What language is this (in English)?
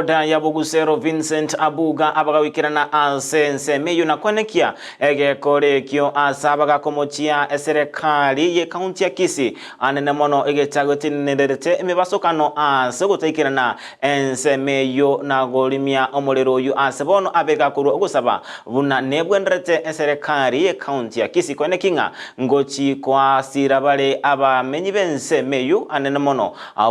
Gusii